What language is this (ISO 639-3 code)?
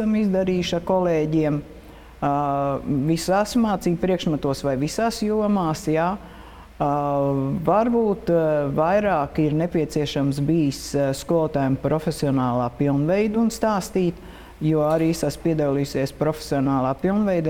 lav